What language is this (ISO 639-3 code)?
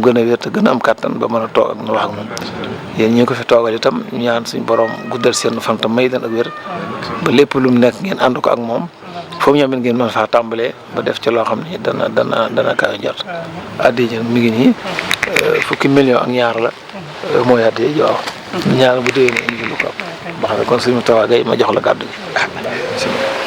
wol